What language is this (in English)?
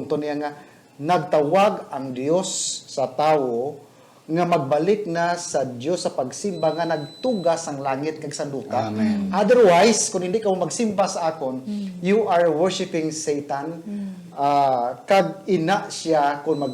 Hiligaynon